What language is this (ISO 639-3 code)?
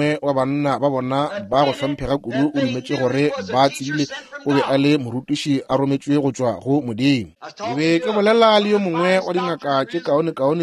nso